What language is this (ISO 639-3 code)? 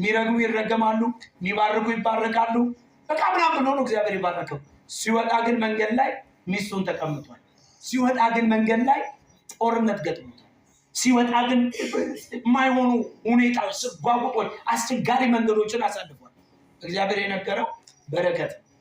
amh